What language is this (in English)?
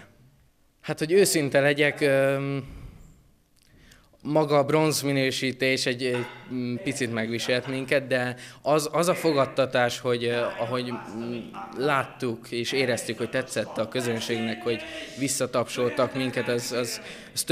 Hungarian